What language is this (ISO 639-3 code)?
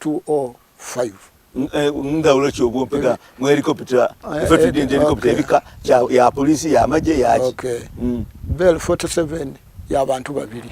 xog